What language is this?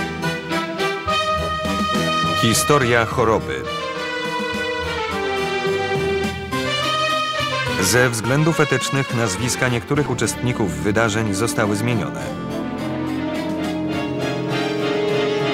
Polish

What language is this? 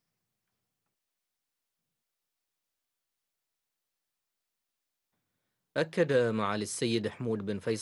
Arabic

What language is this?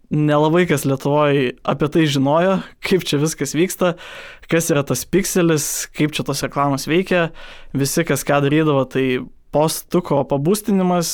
Lithuanian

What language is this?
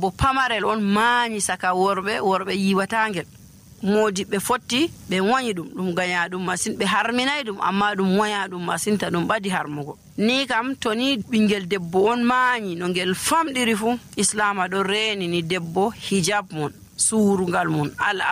Nigerian Fulfulde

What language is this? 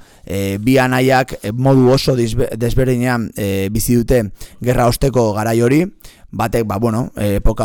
Basque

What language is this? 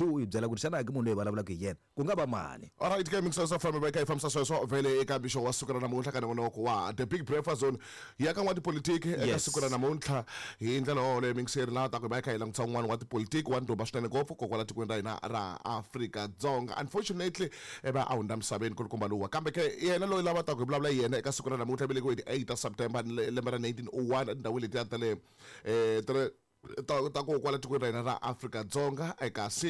Tsonga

